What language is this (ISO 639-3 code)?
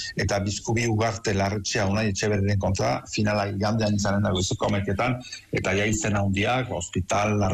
eus